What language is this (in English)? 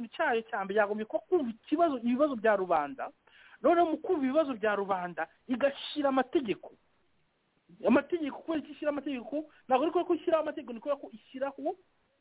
Kinyarwanda